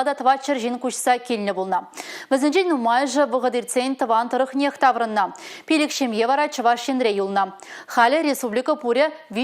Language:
Chuvash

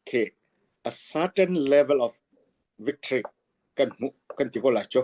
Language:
Hakha Chin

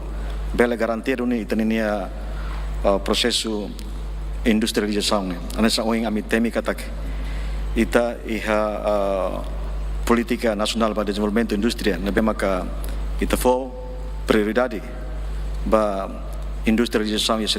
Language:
Tetum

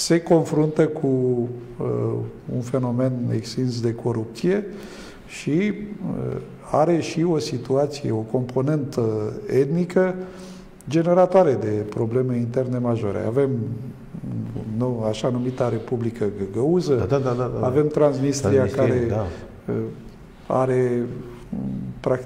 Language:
Romanian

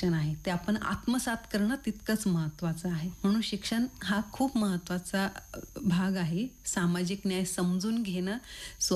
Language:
Marathi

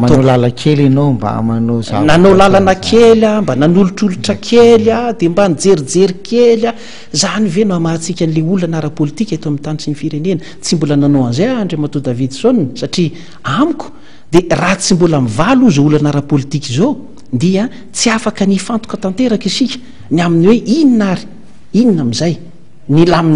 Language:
Malagasy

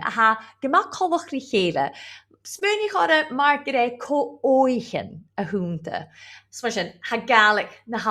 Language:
Scottish Gaelic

